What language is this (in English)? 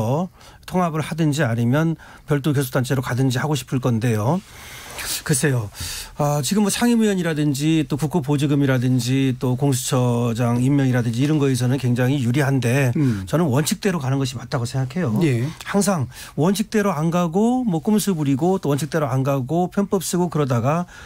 Korean